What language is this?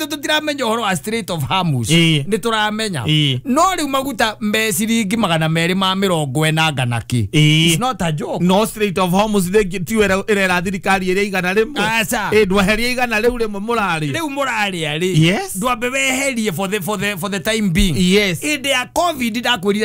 Kikuyu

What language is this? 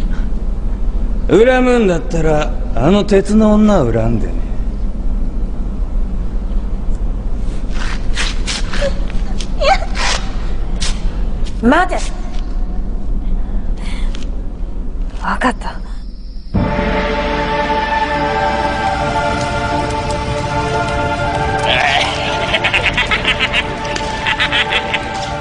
Japanese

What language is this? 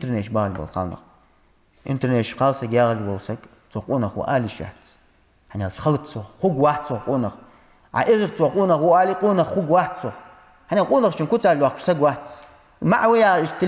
Ingush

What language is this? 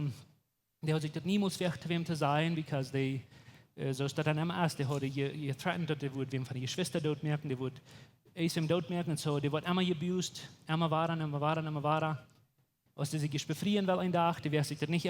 Plautdietsch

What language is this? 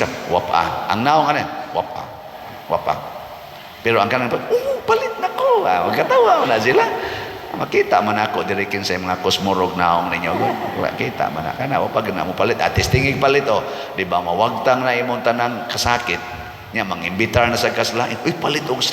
Cebuano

